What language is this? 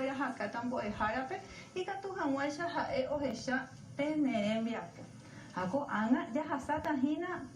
Guarani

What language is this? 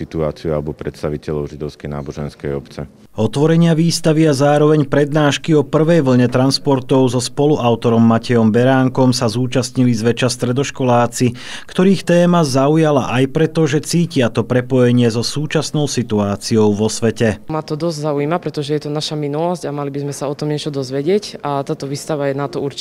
Slovak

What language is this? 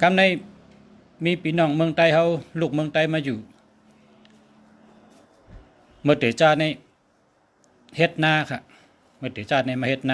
Shan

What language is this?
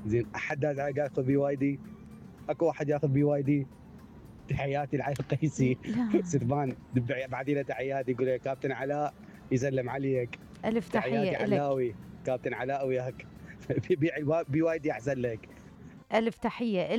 Mesopotamian Arabic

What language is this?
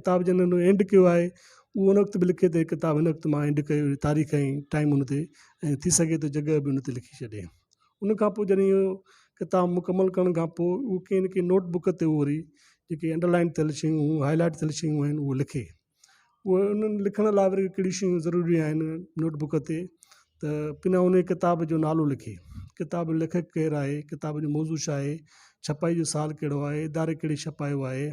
Sindhi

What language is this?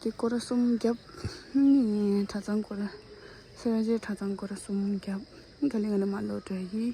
Tibetan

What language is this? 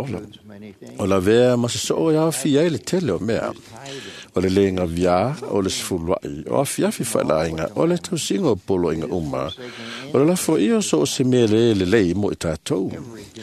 Samoan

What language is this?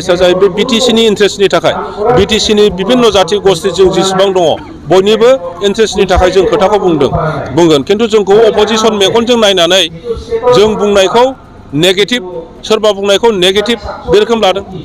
Bodo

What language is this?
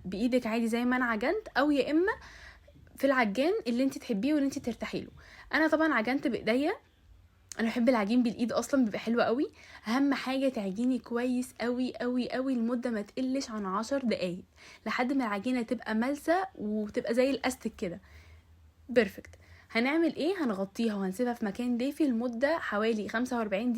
Egyptian Arabic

